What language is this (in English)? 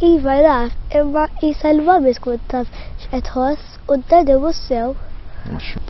Maltese